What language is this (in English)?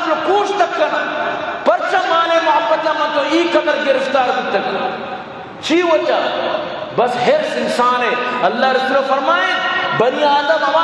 Eastern Balochi